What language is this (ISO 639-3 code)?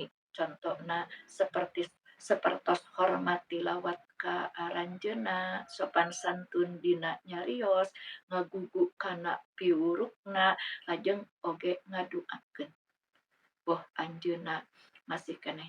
sun